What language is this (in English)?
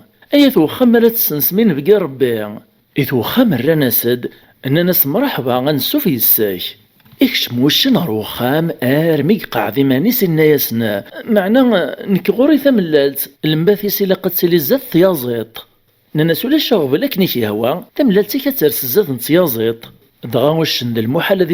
Kabyle